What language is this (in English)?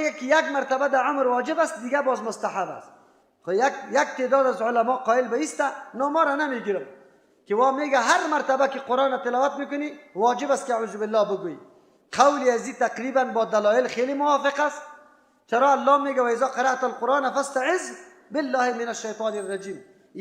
Persian